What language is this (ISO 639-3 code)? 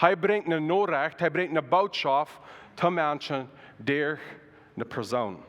pdt